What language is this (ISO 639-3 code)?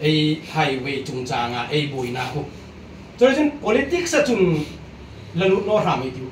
hmr